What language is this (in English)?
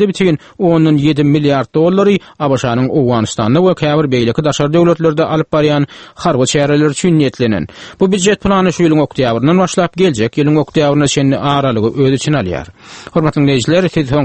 Turkmen